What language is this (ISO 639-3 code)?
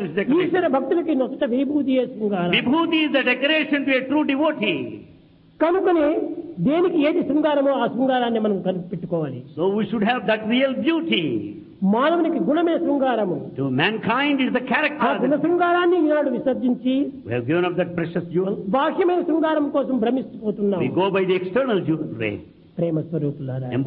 tel